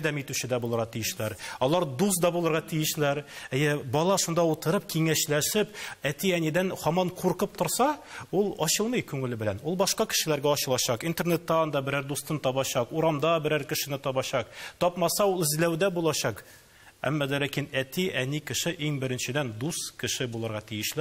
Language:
Tatar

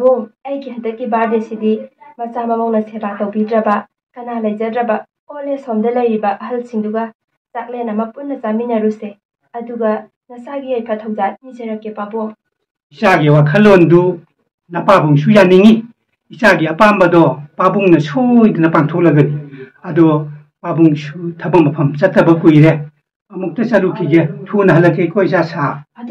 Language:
Manipuri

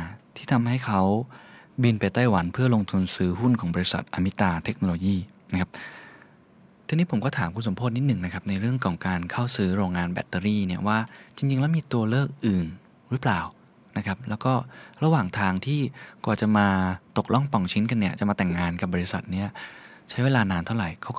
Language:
Thai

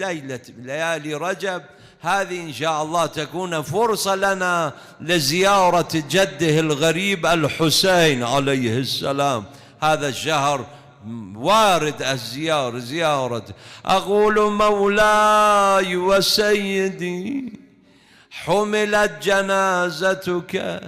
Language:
Mesopotamian Arabic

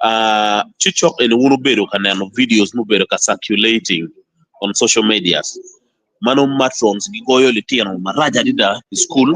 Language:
Acoli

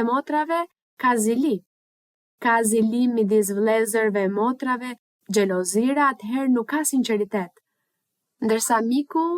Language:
Albanian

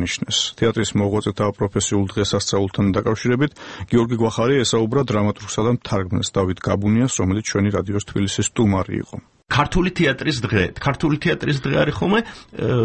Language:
Georgian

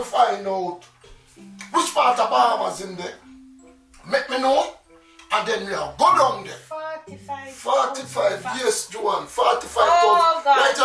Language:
Jamaican Creole English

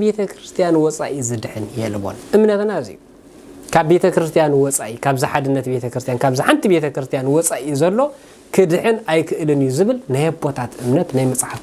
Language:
Tigrinya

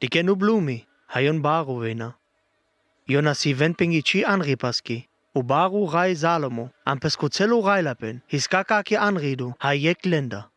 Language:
Sinte Romani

